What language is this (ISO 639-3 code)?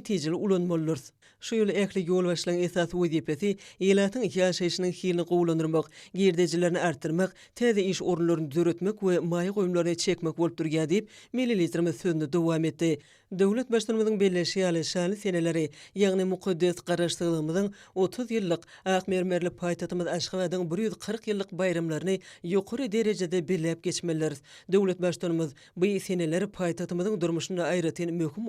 tuk